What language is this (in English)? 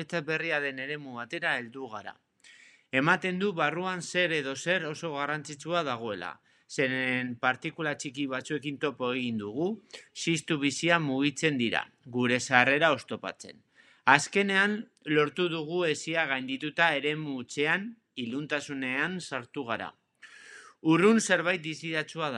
Basque